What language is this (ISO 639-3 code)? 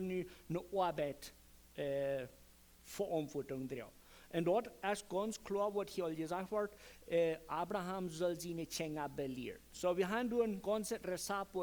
pdt